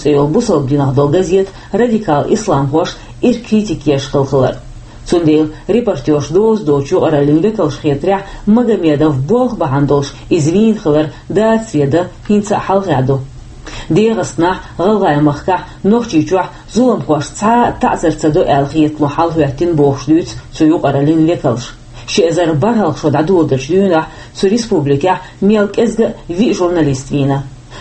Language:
Chechen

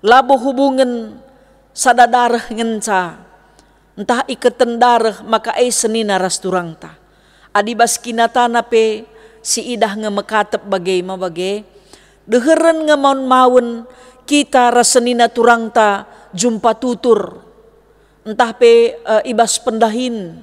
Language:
Batak Karo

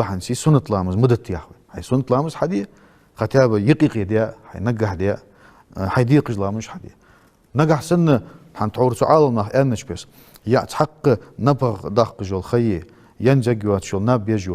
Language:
Ingush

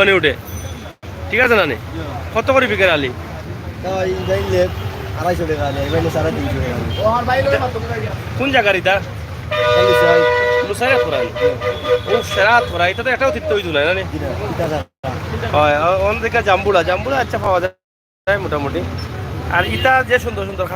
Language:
Sylheti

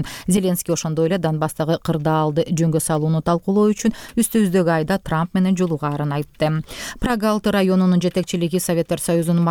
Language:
Kyrgyz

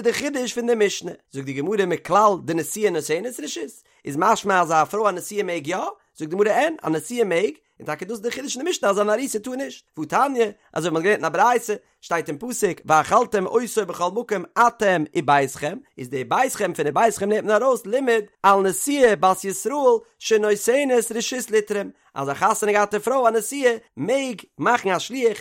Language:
Yiddish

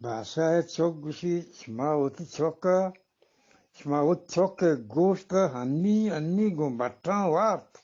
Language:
Eastern Balochi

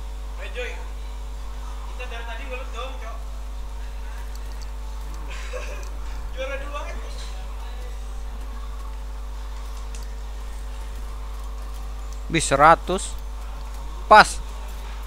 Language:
Indonesian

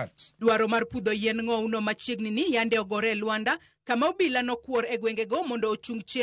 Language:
Luo (Kenya and Tanzania)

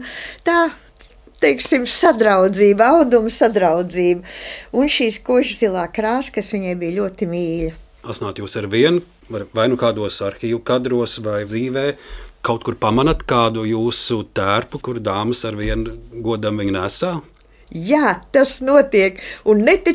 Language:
Latvian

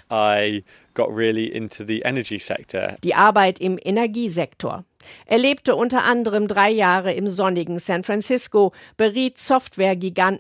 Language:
German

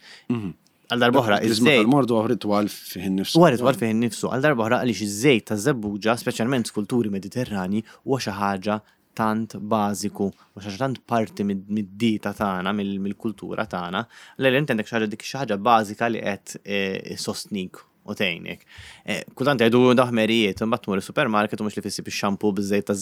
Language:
Maltese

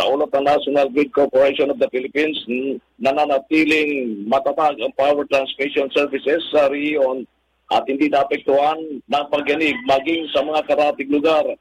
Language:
Filipino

